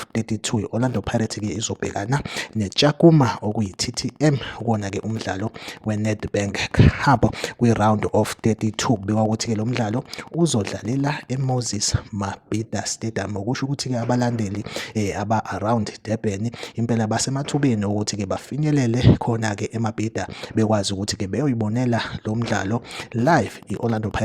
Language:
Zulu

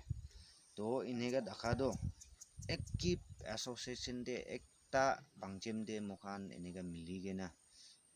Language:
Naga Pidgin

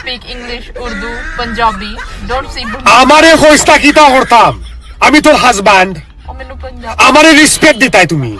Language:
Sylheti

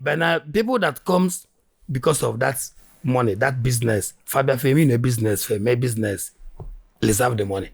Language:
Igbo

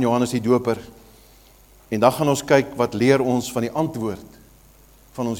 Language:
Afrikaans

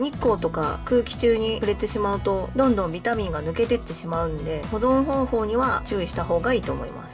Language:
Japanese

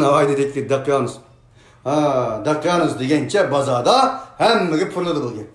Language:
Uyghur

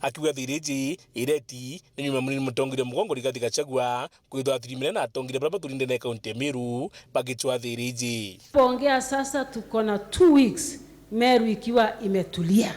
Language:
Meru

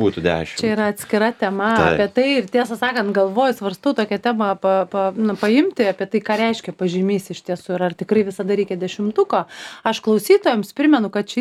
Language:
Lithuanian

